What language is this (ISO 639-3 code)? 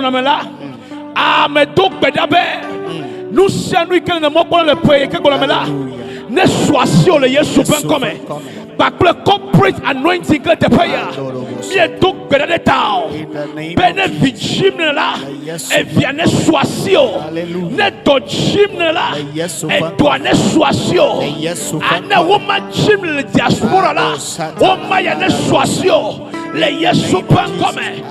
ewe